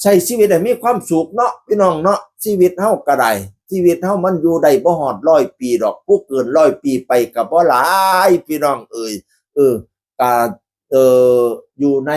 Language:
Northeastern Thai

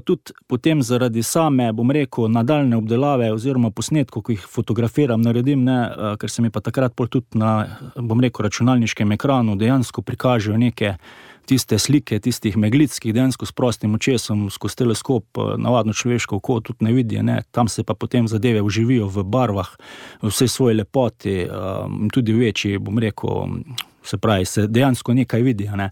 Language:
Slovenian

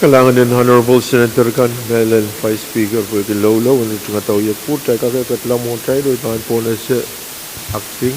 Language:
Pohnpeian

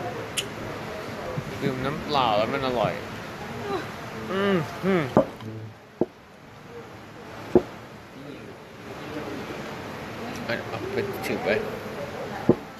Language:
Thai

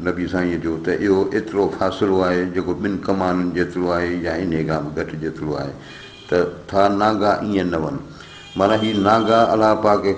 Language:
Sindhi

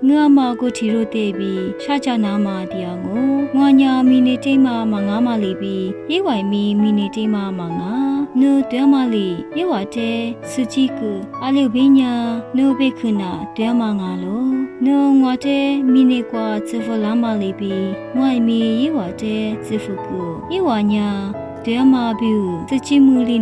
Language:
Lisu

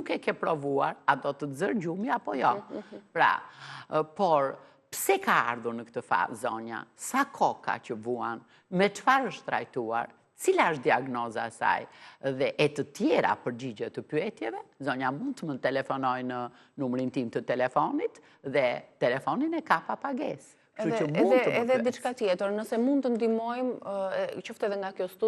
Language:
Albanian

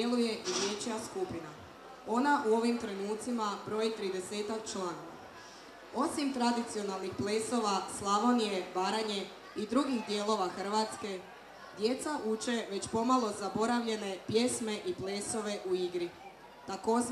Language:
Croatian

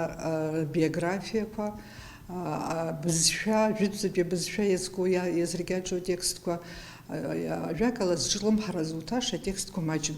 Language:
Abkhazian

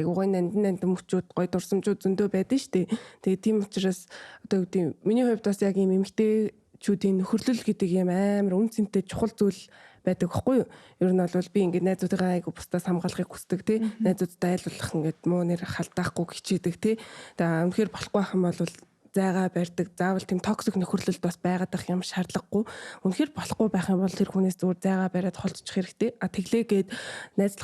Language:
Mongolian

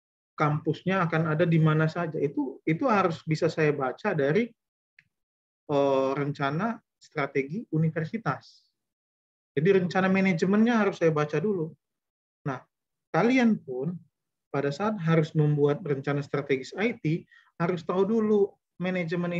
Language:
Indonesian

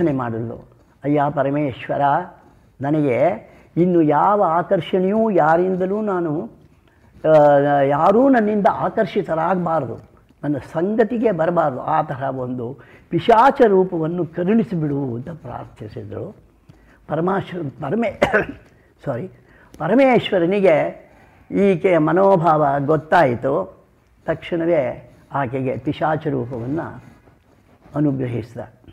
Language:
Kannada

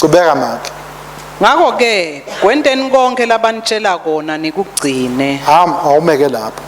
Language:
Swati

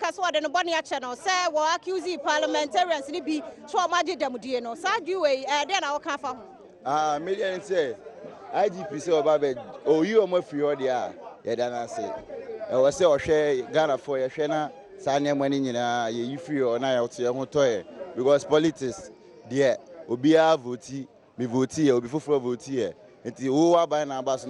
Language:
Akan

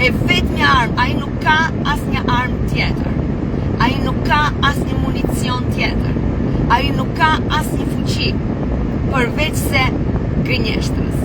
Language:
Albanian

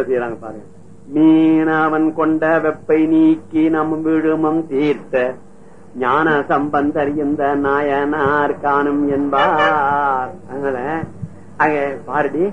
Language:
Tamil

